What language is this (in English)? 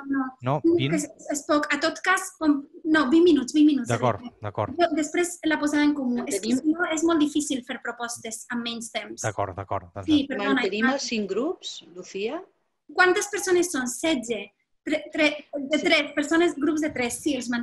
Catalan